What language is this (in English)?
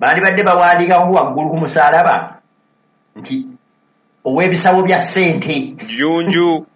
Ganda